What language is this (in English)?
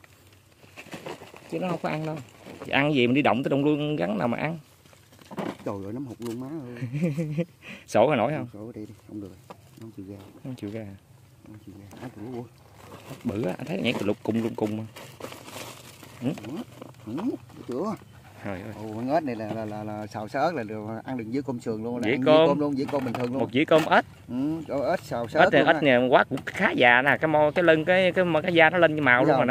Vietnamese